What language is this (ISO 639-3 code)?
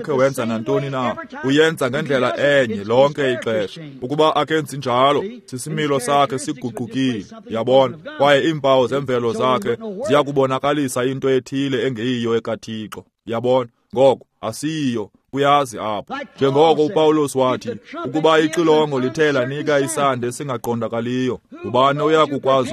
xho